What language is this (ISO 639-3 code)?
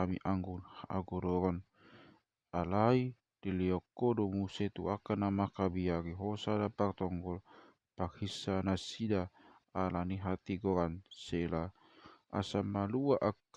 bbc